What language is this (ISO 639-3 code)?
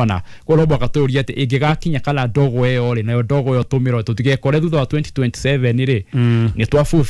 kik